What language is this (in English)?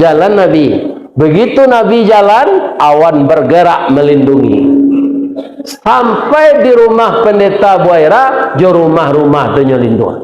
Minangkabau